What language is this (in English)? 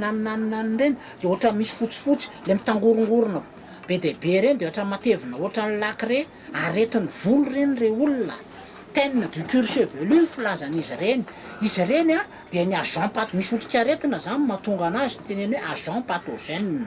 Malagasy